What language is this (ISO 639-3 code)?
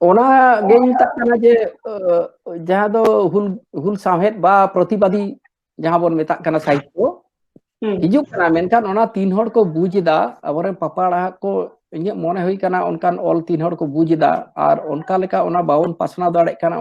sat